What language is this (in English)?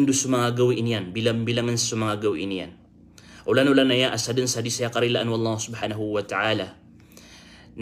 Maranao